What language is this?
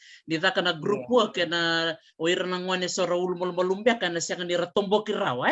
Fijian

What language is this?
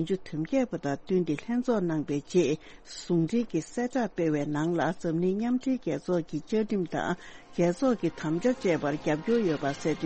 Tibetan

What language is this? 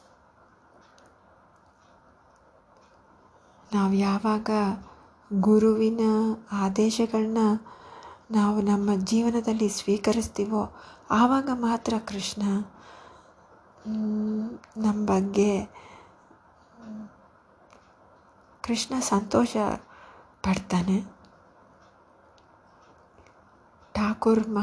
Kannada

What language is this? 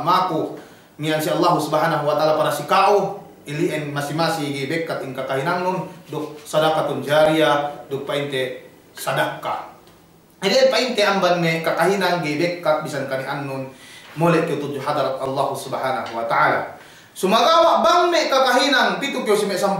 Yakan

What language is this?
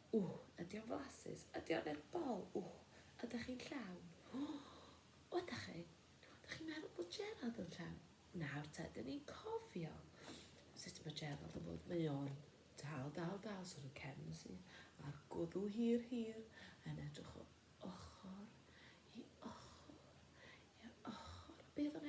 Welsh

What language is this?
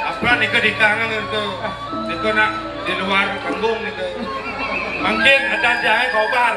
Balinese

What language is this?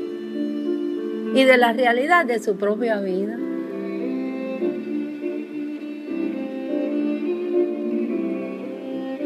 Spanish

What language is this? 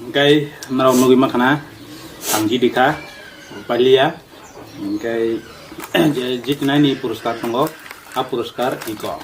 Kok Borok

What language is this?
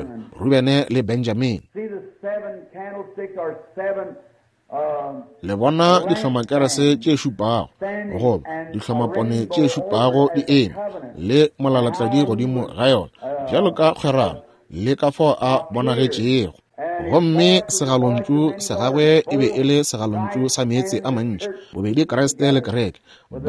Northern Sotho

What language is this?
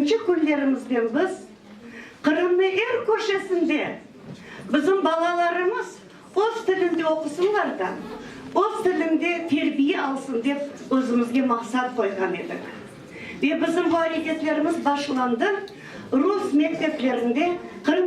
Crimean Tatar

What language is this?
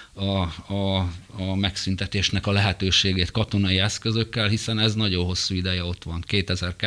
Hungarian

